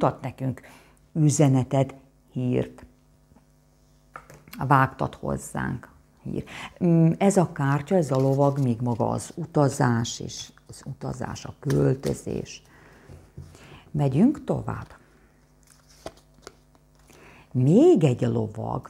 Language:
Hungarian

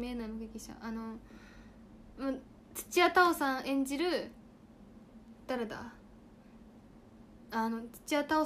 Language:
Japanese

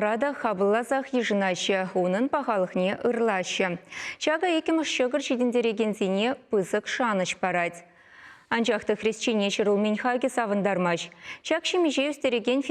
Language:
Chuvash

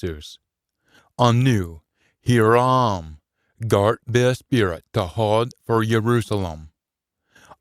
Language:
Scots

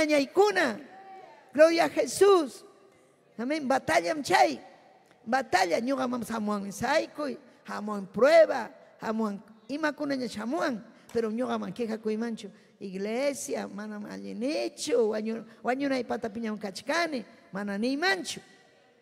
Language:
Ayacucho Quechua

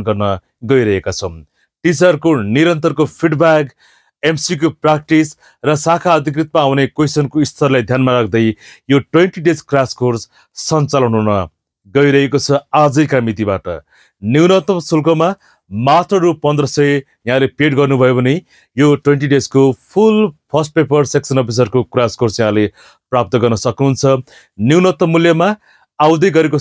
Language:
Nepali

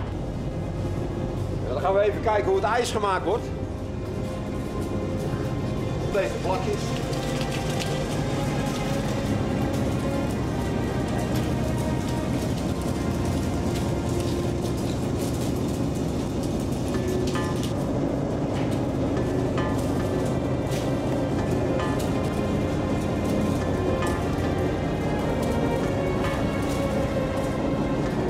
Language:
Dutch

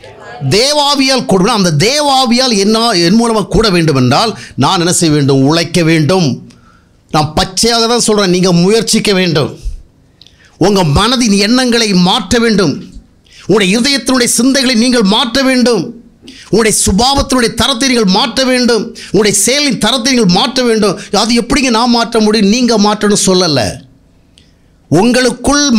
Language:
Tamil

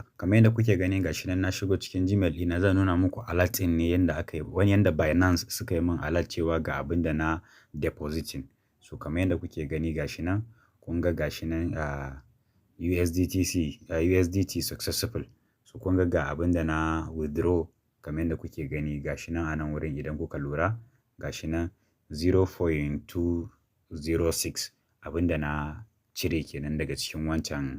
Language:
Hausa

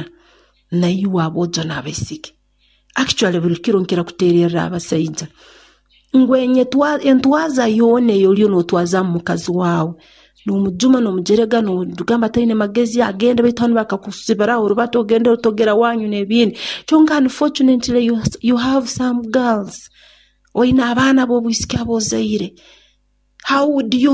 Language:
Nyoro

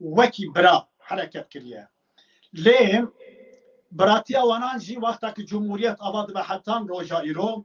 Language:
Kurdish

